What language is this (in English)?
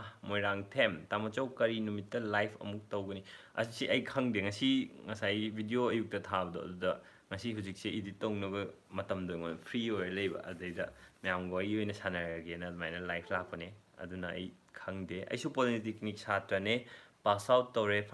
Manipuri